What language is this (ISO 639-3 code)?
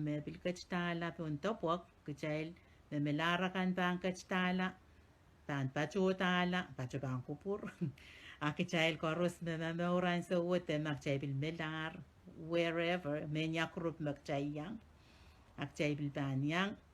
pon